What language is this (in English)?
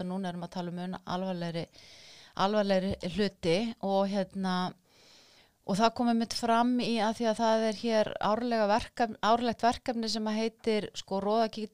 Icelandic